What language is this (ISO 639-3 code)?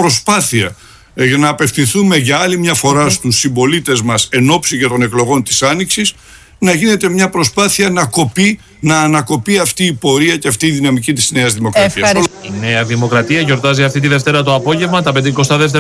ell